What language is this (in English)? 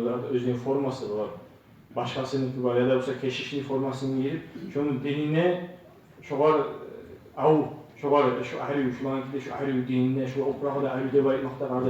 Kumyk